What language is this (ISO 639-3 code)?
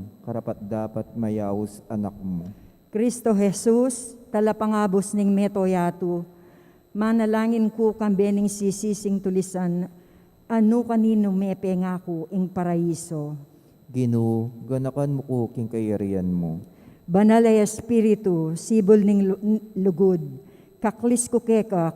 pam